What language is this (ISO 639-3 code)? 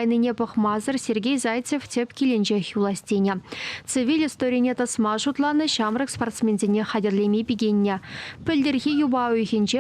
chv